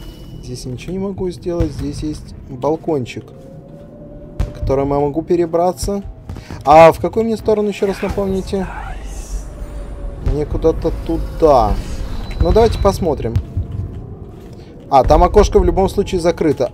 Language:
Russian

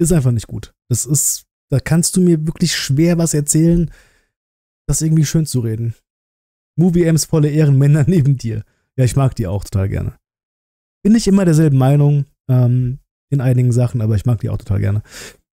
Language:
German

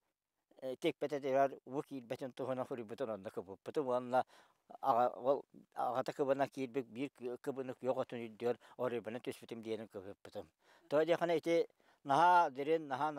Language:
Yakut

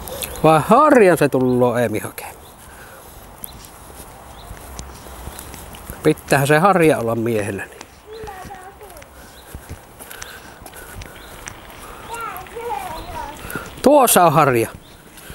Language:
Finnish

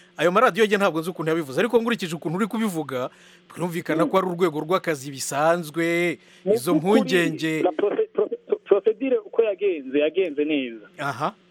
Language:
Kinyarwanda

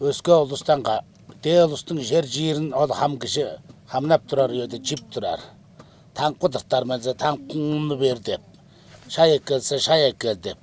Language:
Tuvinian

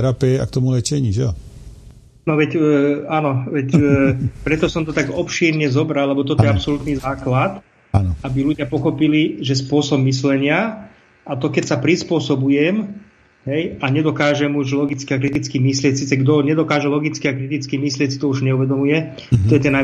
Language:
Slovak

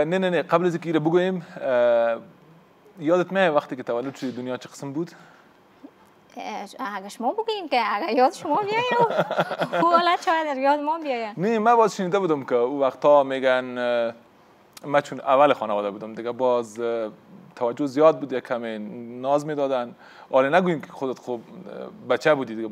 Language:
Persian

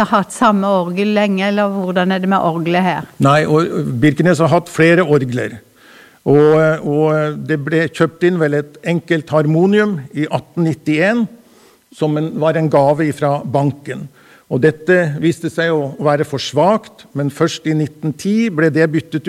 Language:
Norwegian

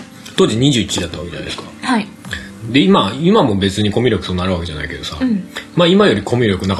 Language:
Japanese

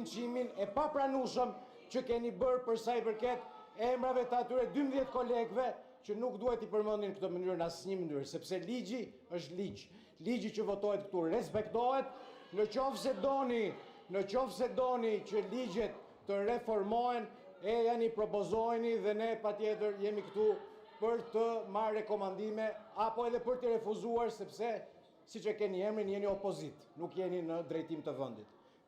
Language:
Albanian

